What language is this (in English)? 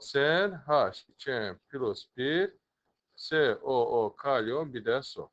Azerbaijani